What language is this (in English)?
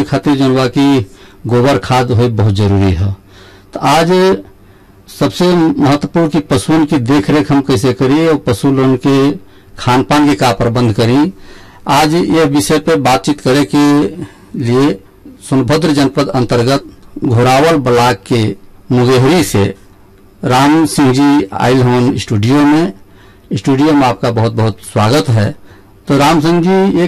Bhojpuri